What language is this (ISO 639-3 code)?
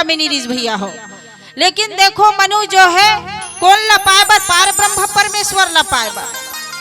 hne